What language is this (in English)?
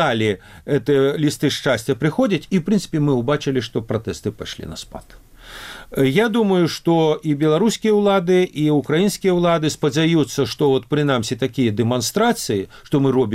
Belarusian